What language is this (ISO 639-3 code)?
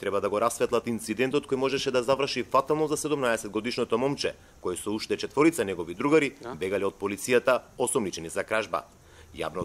mkd